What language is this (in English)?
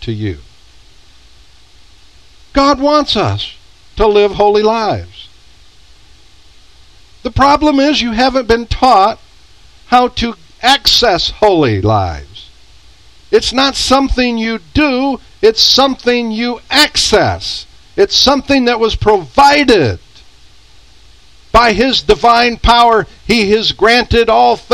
English